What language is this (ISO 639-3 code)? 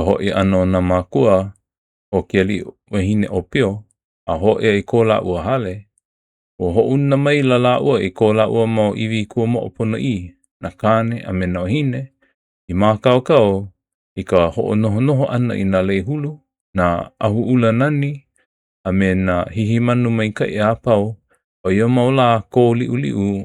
haw